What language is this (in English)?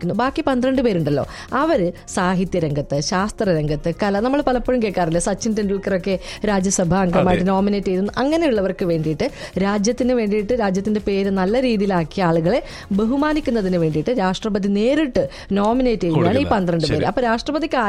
Malayalam